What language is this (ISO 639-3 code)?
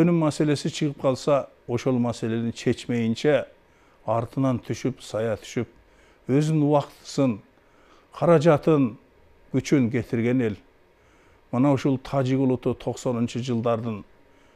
kir